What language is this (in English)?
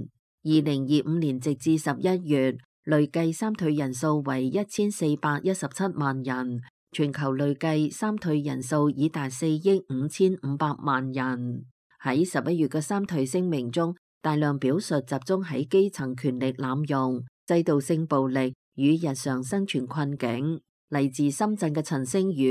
Cantonese